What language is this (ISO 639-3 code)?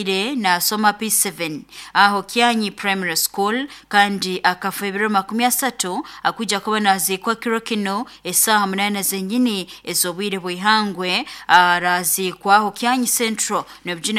nyo